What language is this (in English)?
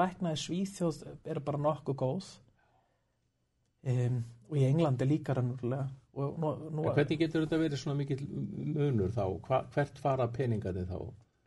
Icelandic